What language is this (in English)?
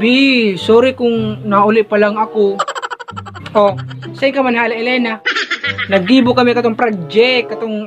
Bikol